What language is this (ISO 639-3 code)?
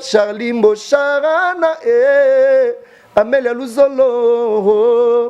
lin